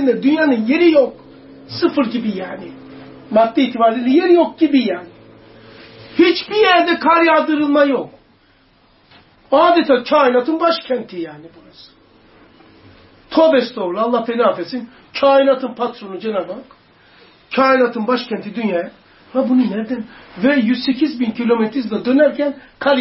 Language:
Turkish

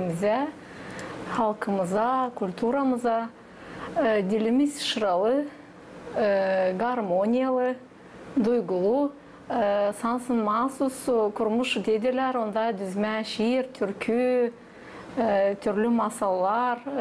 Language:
Gagauz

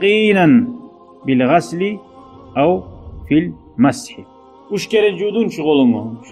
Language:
Kumyk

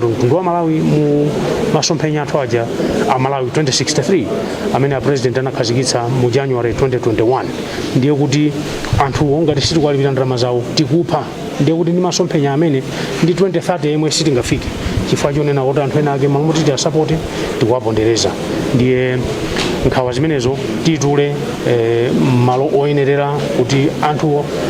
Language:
Nyanja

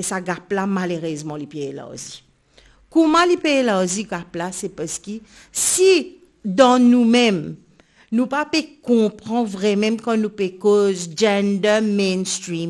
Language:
Morisyen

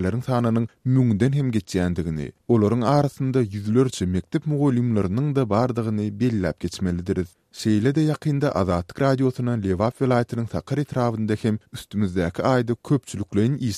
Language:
Turkmen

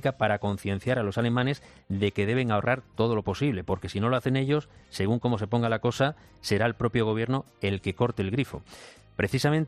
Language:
Spanish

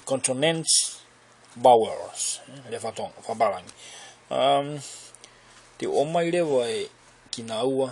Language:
Tongan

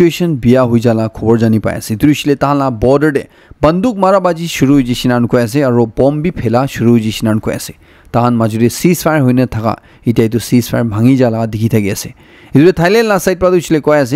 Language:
Naga Pidgin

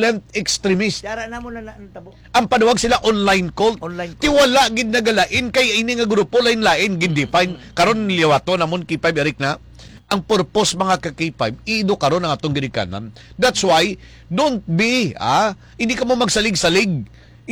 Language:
Hiligaynon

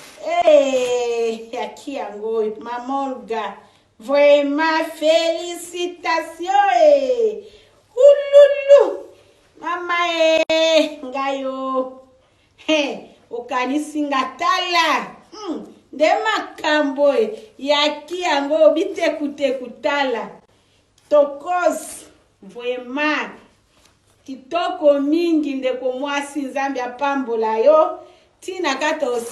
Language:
Lingala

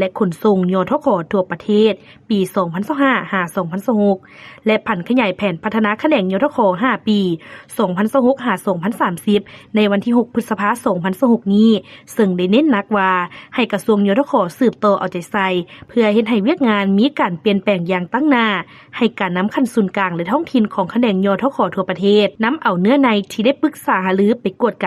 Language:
Lao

